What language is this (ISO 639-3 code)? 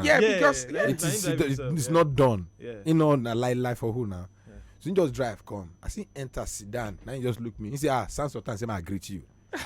pcm